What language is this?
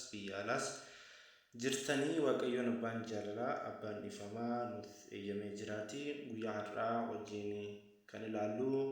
Oromo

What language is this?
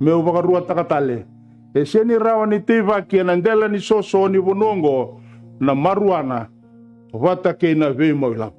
Fijian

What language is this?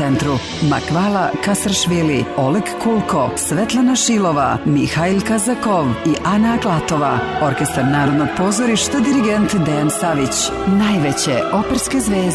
Serbian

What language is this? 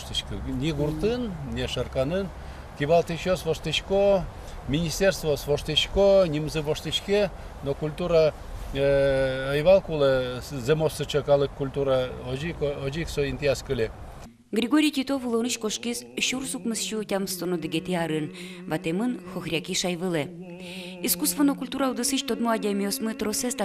Udmurt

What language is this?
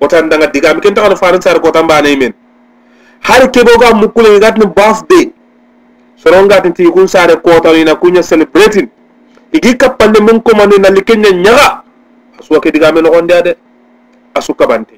Soninke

